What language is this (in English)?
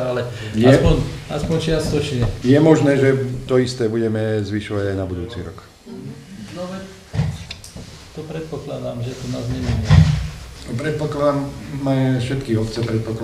Slovak